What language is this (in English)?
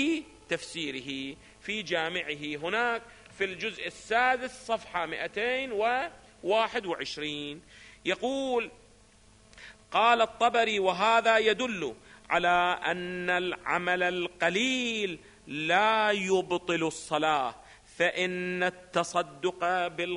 Arabic